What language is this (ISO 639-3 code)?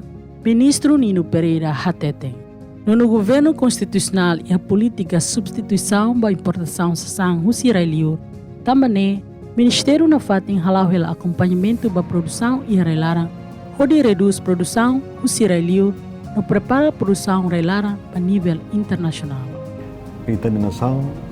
tet